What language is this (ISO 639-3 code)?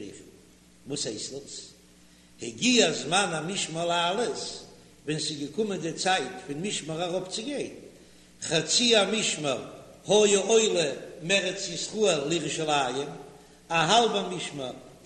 yid